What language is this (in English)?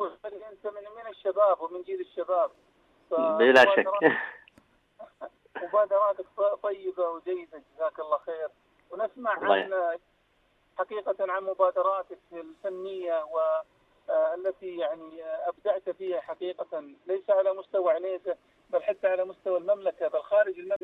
Arabic